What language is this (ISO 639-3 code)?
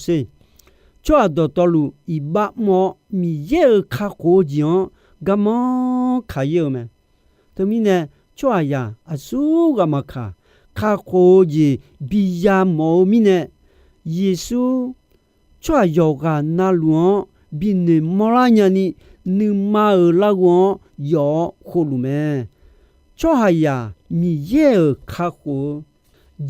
ahk